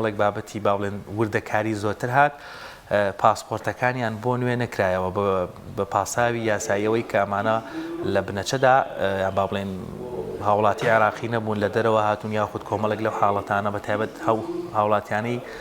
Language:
Central Kurdish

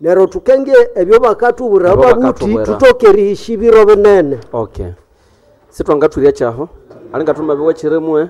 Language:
Nande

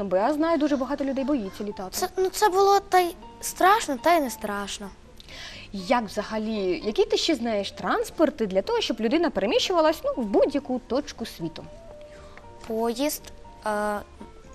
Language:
Ukrainian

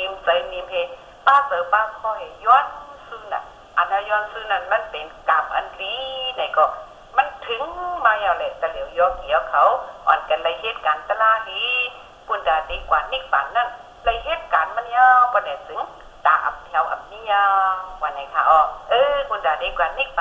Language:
Shan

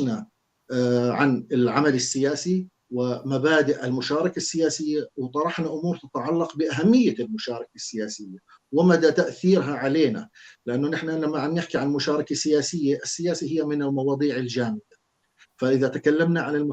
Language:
North Levantine Arabic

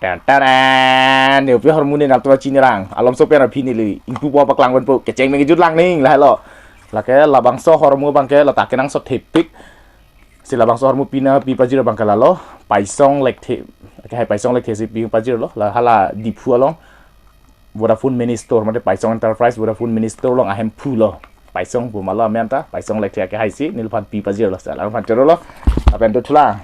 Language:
Karbi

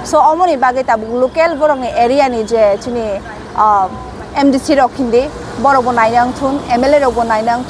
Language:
Kok Borok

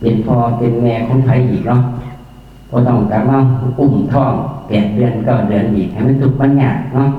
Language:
Northeastern Thai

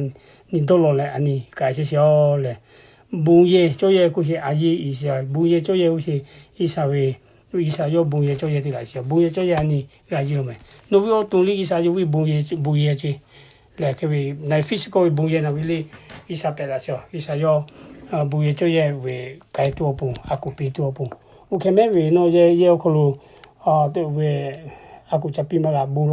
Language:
Lahu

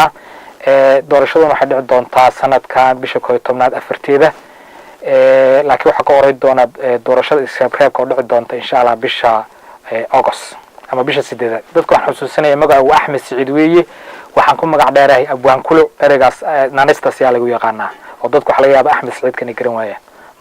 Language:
Somali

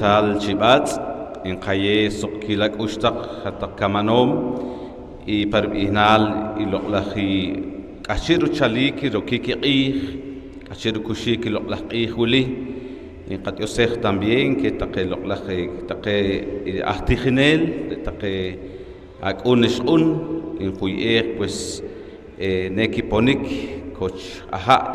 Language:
Poqomchi'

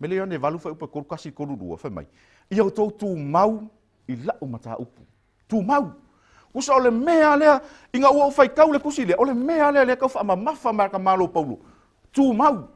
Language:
Samoan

